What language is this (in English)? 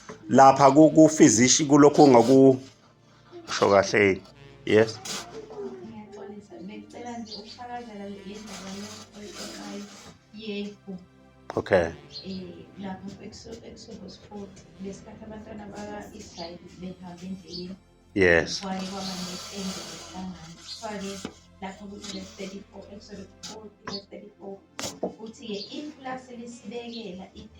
Zulu